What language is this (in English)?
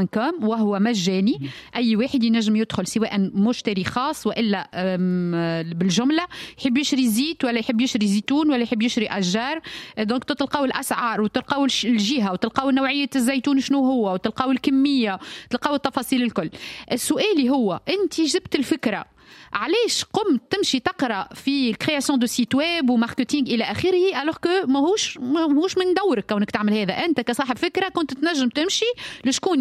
Tunisian Arabic